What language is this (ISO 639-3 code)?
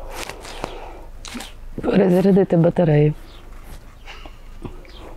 ukr